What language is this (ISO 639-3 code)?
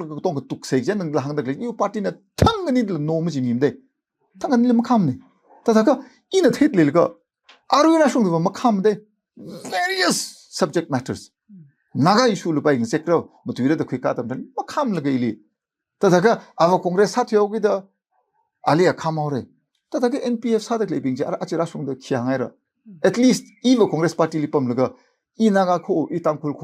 nmf